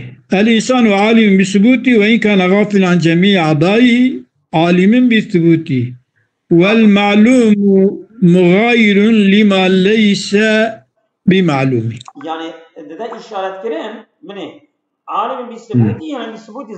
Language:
Kurdish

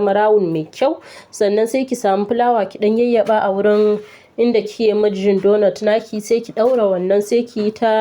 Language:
Hausa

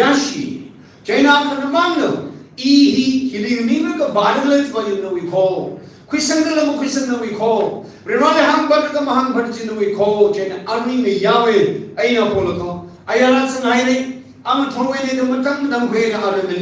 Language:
Tangkhul Naga (India)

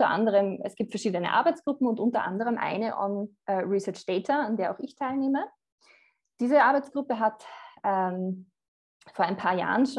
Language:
German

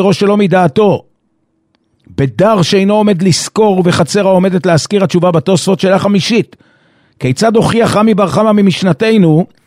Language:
Hebrew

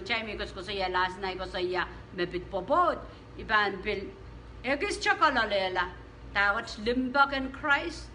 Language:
Pohnpeian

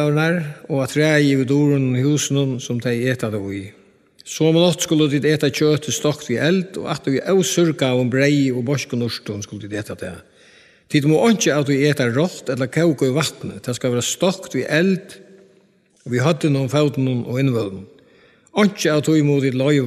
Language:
Faroese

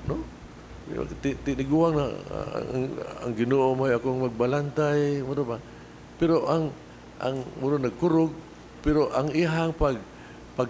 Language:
Cebuano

